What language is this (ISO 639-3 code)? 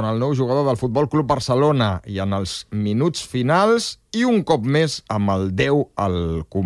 cat